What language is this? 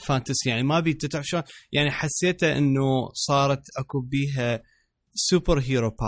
Mesopotamian Arabic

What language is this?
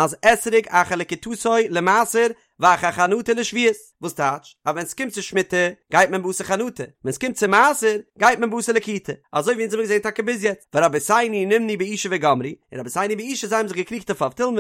Yiddish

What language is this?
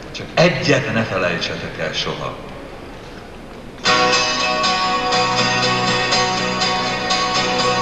Hungarian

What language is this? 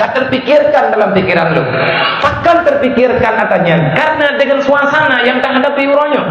Achinese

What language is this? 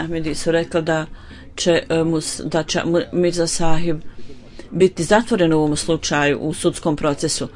Bosnian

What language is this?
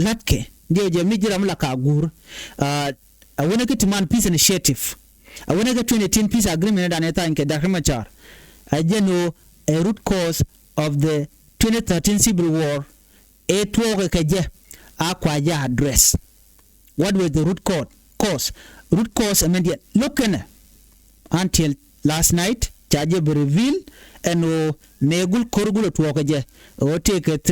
Nuer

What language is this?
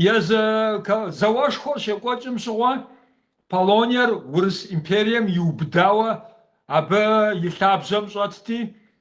Kabardian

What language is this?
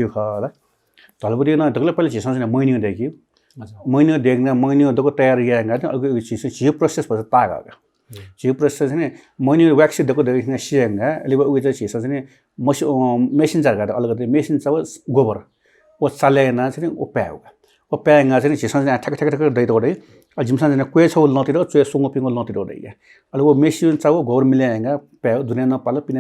Newari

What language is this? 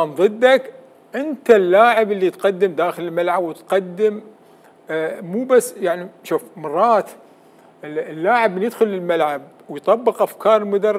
Mesopotamian Arabic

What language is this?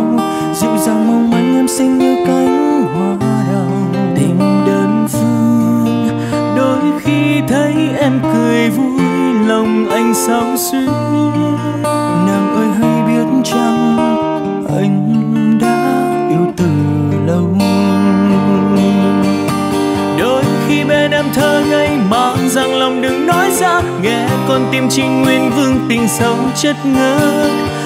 Vietnamese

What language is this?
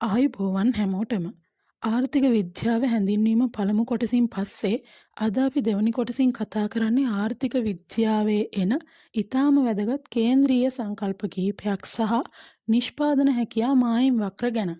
Sinhala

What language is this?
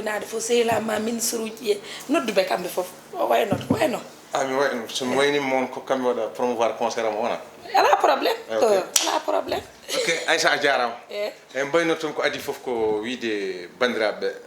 Fula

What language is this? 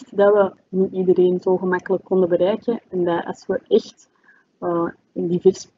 Dutch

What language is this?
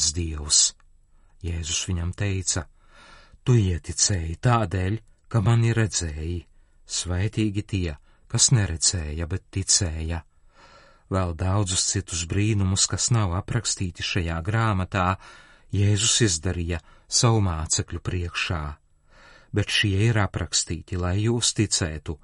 Latvian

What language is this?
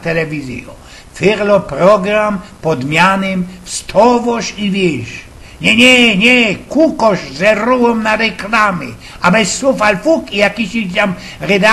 Silesian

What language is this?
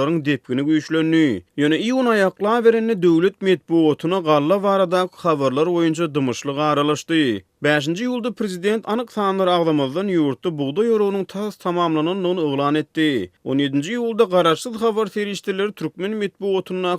Turkmen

